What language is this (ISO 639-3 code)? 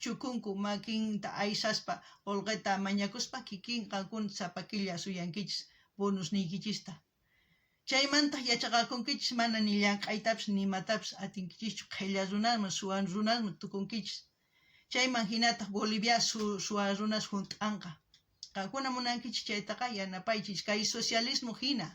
quh